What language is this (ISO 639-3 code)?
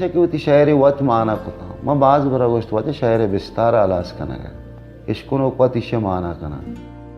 bal